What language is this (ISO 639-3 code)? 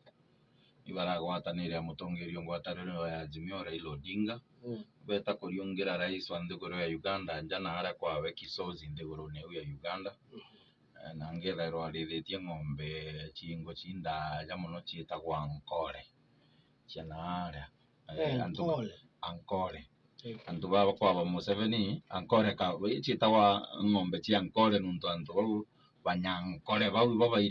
mer